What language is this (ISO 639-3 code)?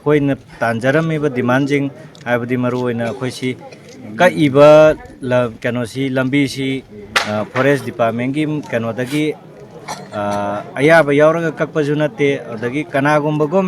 mni